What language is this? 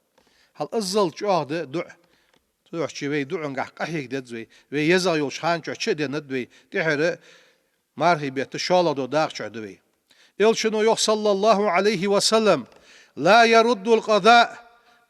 Ingush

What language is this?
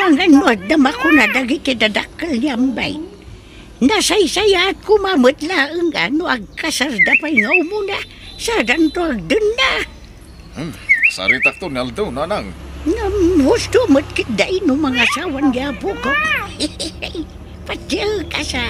Iloko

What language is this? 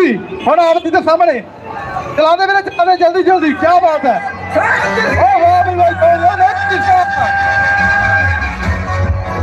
Punjabi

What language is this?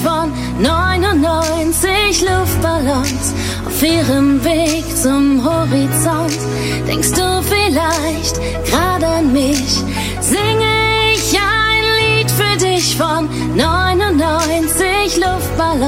German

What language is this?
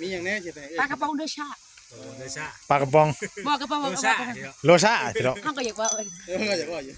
Northeastern Thai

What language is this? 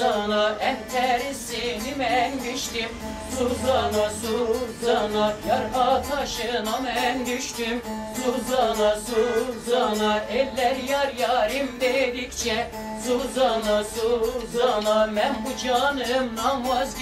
Turkish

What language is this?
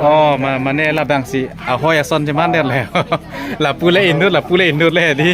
Karbi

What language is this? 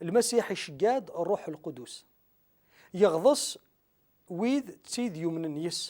Kabyle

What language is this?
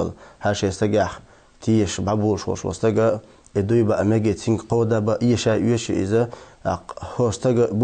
Chechen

